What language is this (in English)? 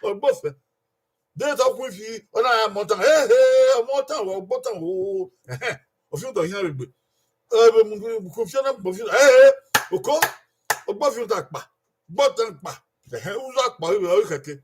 Bini